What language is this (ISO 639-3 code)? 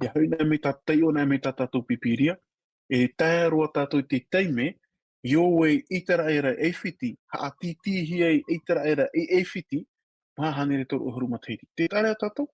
tah